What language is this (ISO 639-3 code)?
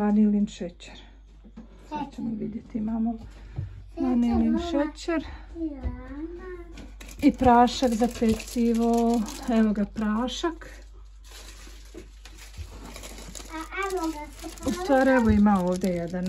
bos